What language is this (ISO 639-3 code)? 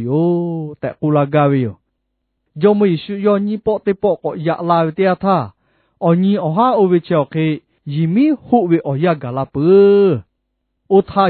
lhu